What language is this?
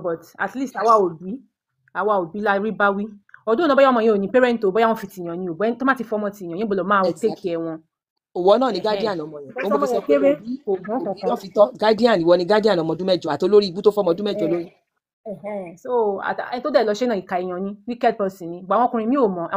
Yoruba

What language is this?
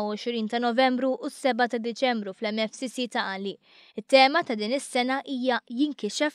Maltese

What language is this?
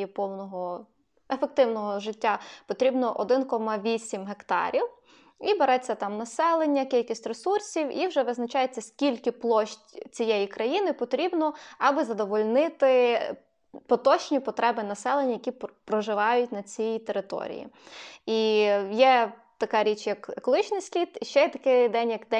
Ukrainian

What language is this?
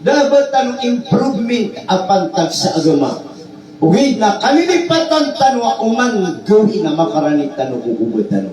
Maranao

